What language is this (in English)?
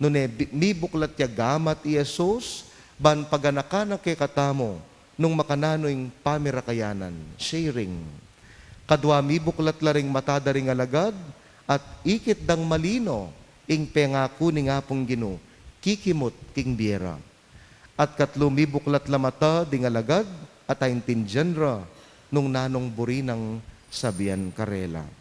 Pampanga